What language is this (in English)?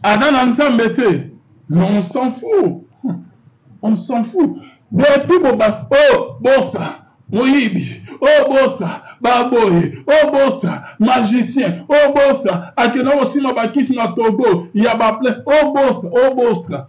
Lingala